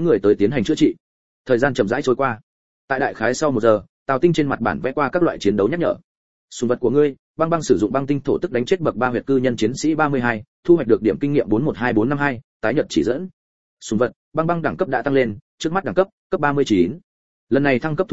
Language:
Vietnamese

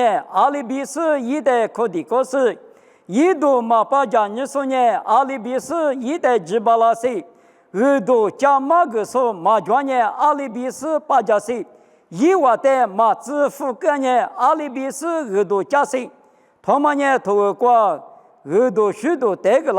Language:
Lisu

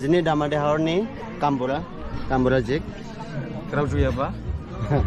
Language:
Dimasa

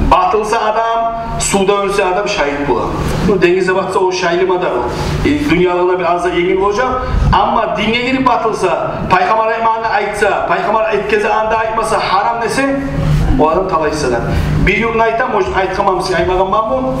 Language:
Kumyk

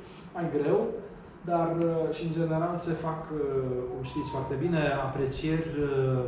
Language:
Romanian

